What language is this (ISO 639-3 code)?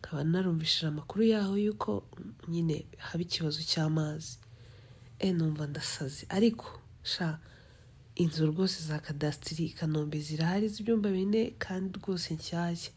kin